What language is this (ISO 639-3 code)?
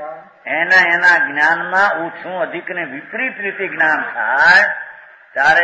guj